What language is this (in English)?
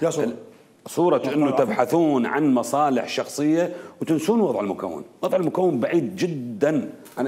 Mesopotamian Arabic